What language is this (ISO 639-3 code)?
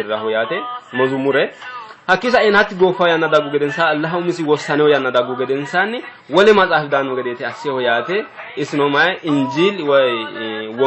sid